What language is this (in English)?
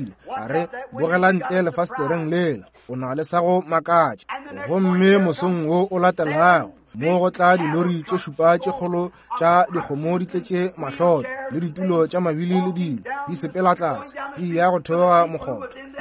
Northern Sotho